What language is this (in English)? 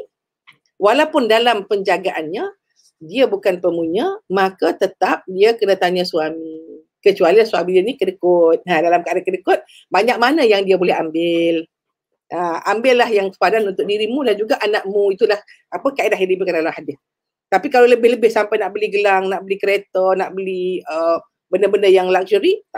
Malay